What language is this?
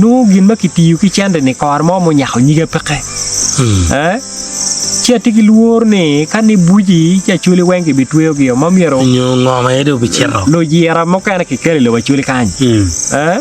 Acoli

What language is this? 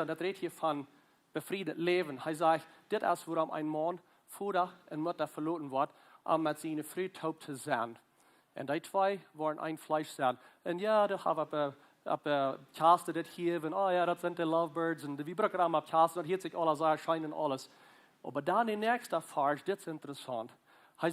Plautdietsch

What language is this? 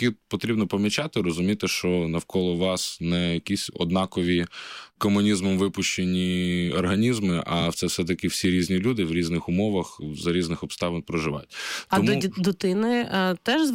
Ukrainian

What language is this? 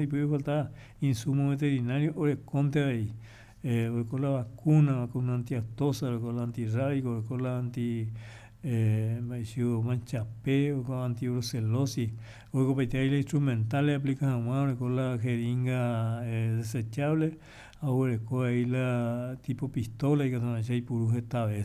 Guarani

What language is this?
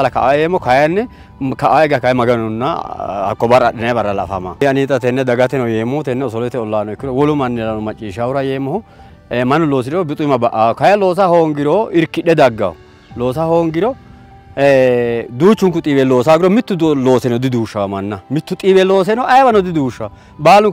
Sidamo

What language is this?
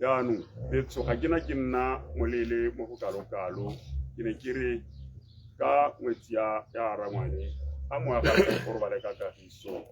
Tswana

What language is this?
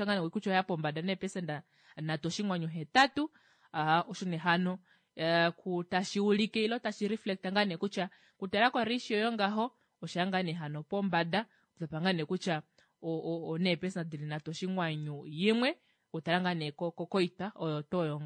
Kuanyama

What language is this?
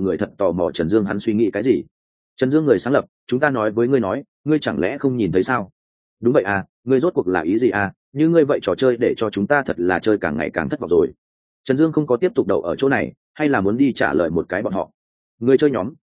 Vietnamese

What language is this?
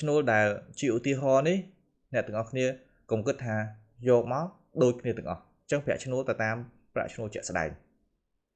Khmer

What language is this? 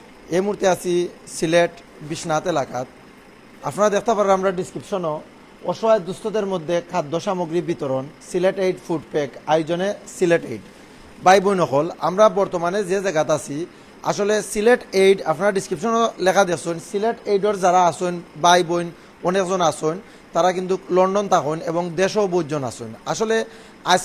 Sylheti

